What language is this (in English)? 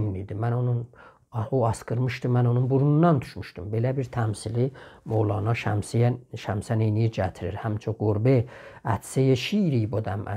South Azerbaijani